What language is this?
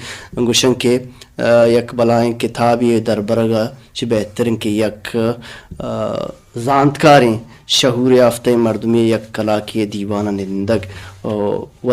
Baluchi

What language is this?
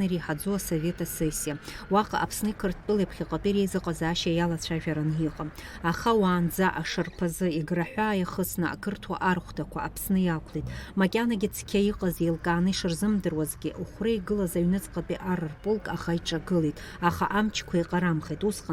Abkhazian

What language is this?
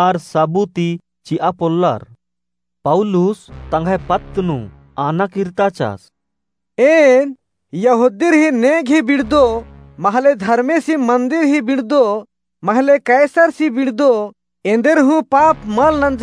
Kurukh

